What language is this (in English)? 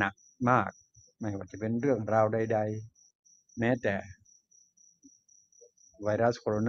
Thai